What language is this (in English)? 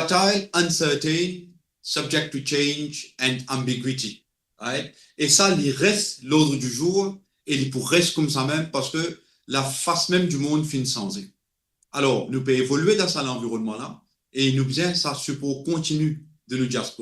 Morisyen